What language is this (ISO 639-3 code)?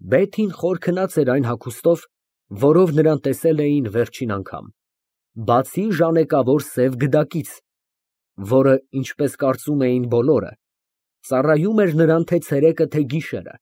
hye